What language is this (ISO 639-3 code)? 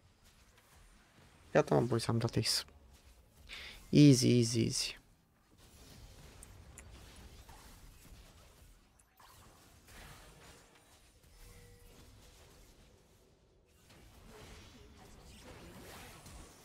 ron